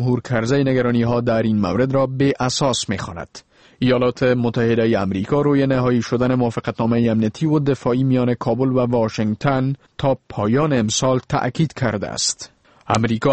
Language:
Persian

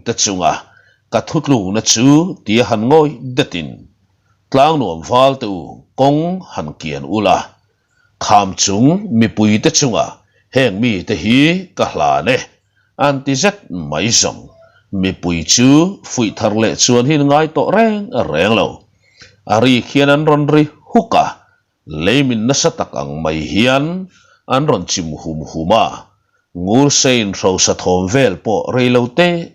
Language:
Mizo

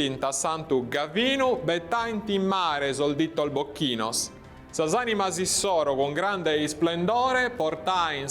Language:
Sardinian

